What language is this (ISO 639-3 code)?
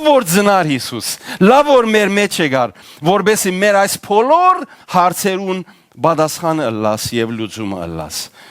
hyw